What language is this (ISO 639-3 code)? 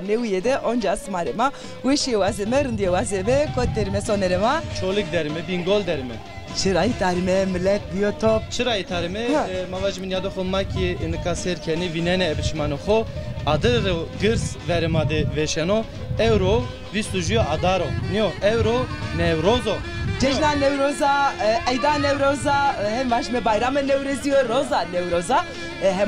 zza